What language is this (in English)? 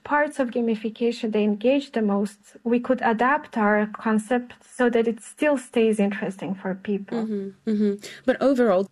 English